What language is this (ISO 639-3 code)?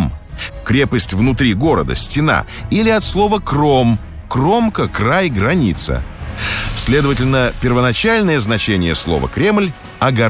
rus